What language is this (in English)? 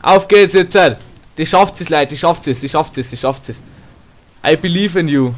Bavarian